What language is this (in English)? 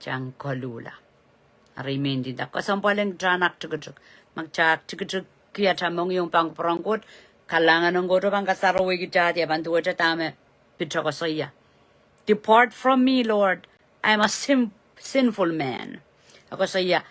Pohnpeian